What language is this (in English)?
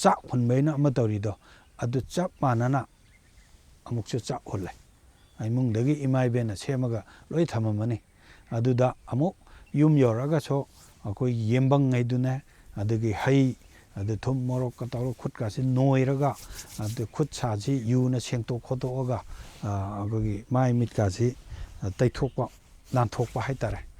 Manipuri